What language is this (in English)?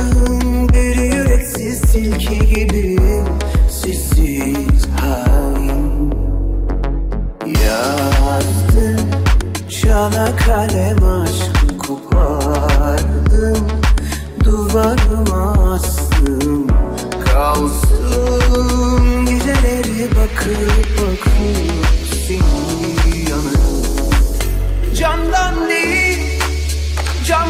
Turkish